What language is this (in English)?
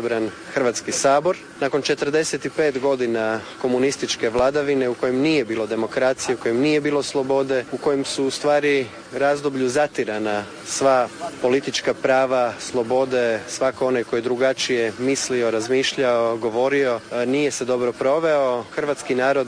Croatian